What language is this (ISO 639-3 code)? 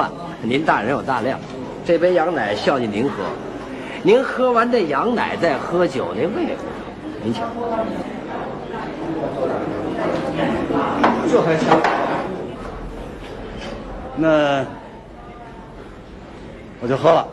zho